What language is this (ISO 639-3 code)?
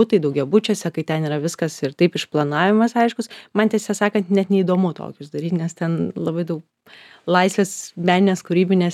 lit